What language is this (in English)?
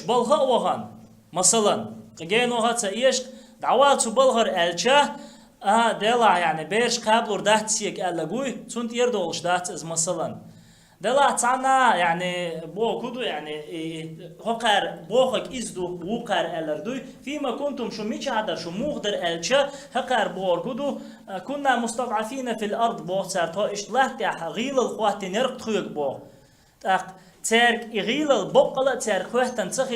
Chechen